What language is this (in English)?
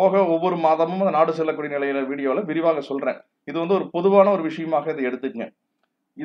Tamil